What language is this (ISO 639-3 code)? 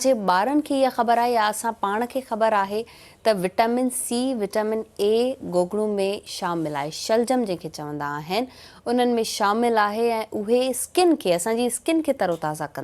snd